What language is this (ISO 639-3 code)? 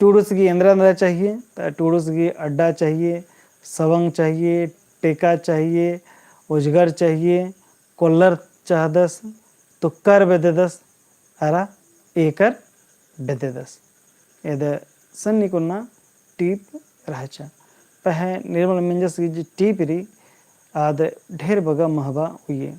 kru